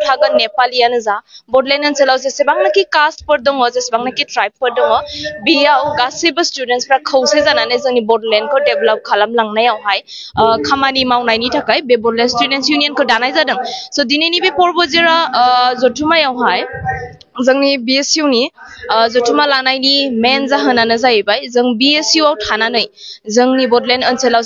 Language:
Bodo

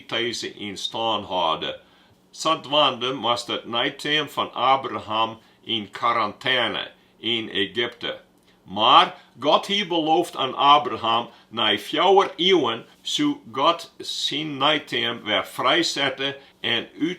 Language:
Western Frisian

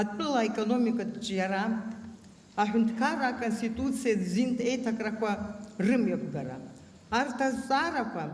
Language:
Abkhazian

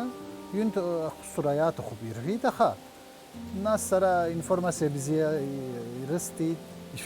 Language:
Abkhazian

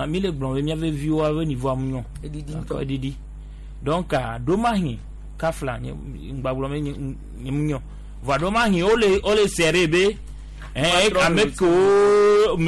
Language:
Gen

